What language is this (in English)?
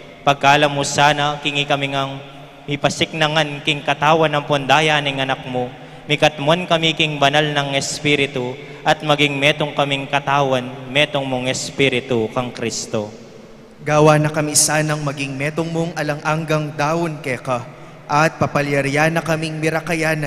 Pampanga